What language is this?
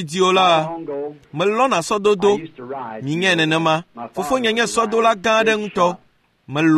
Ewe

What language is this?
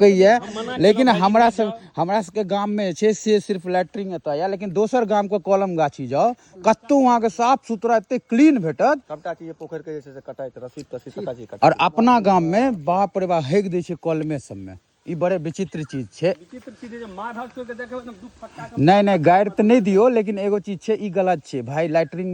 Maithili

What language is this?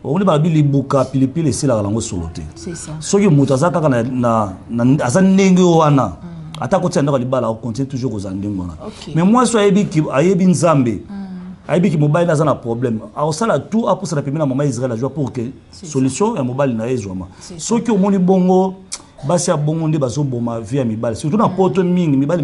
Lingala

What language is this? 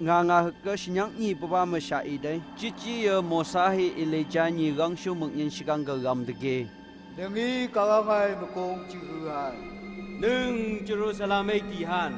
Phom Naga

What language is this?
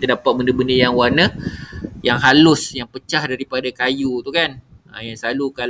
Malay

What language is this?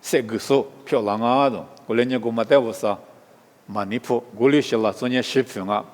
Lisu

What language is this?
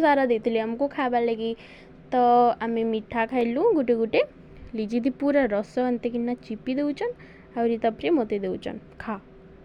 Odia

